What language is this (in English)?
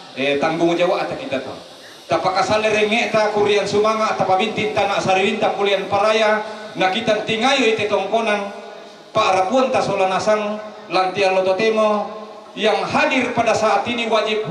Toraja-Sa'dan